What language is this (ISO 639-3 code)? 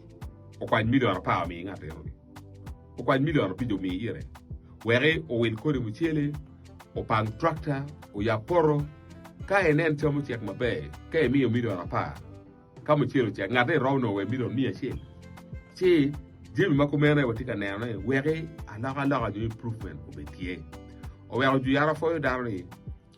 ach